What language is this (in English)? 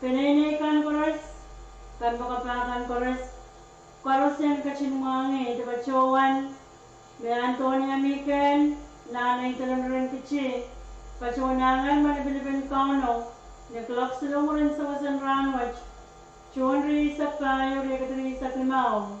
Pohnpeian